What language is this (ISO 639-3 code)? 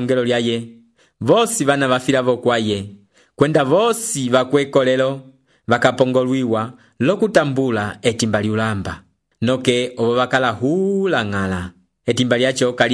umb